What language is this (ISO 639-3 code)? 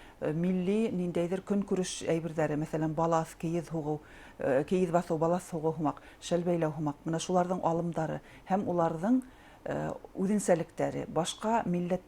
bak